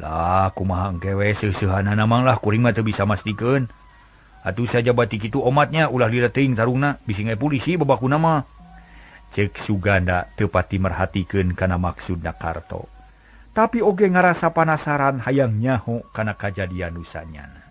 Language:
Sundanese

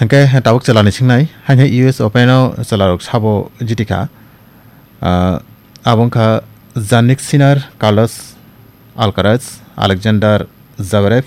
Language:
Kok Borok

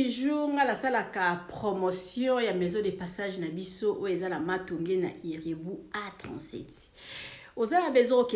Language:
Lingala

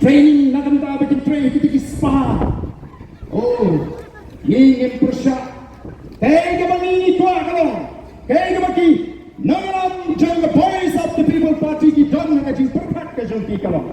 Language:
Khasi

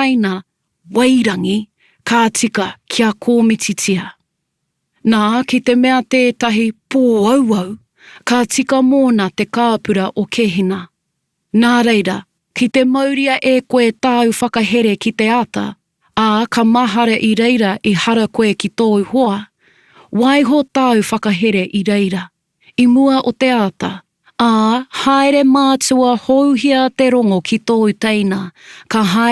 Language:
Māori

